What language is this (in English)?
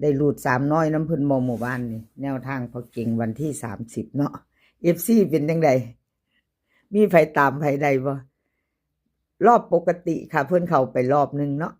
Northeastern Thai